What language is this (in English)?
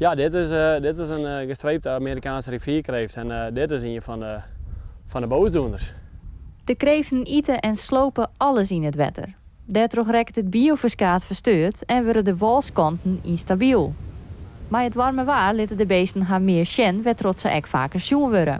Western Frisian